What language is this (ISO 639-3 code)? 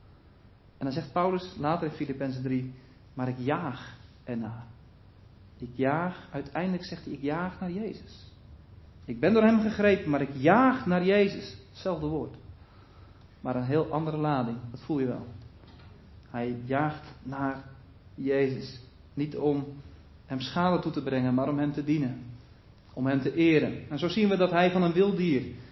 nld